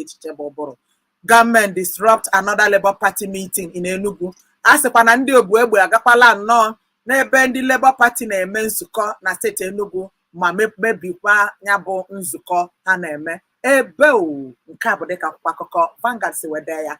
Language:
Igbo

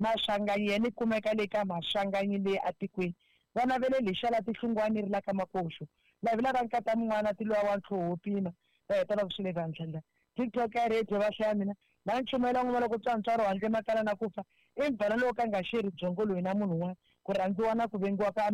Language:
Tsonga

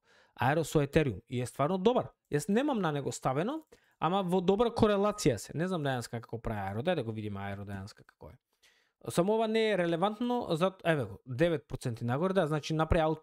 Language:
Macedonian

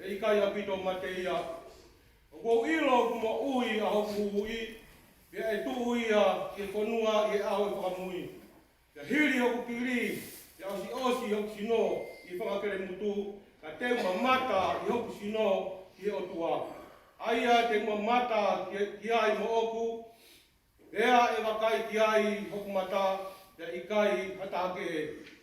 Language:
Tongan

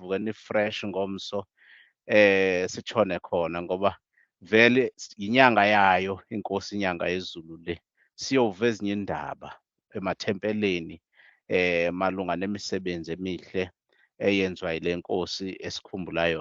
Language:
Zulu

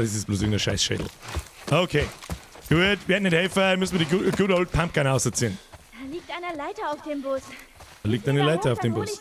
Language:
Bavarian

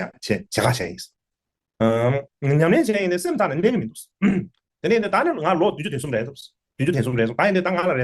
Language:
Tibetan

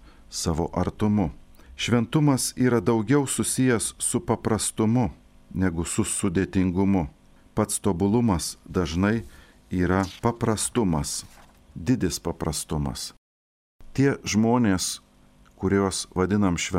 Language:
Lithuanian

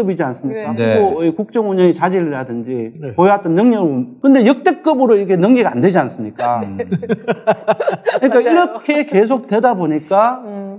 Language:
Korean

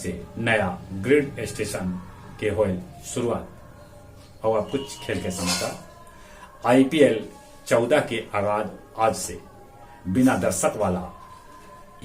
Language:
Magahi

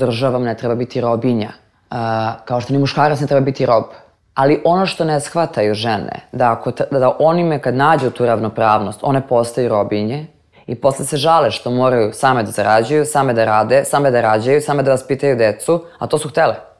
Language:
Serbian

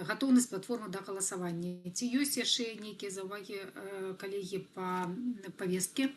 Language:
Belarusian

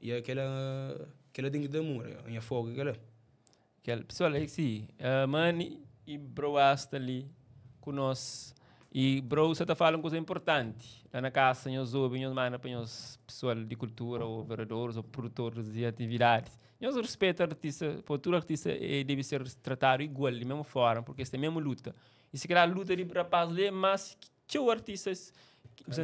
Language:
Kabuverdianu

